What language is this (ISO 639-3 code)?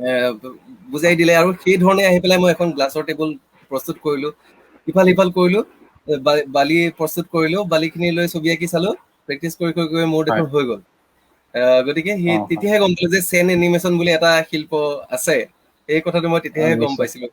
asm